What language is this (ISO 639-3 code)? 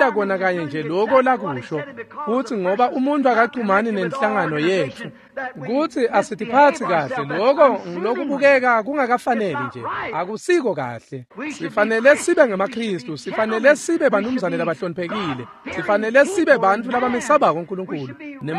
ssw